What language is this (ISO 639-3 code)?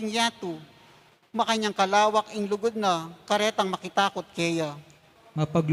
pam